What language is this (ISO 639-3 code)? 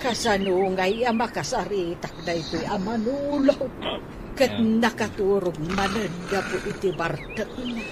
ilo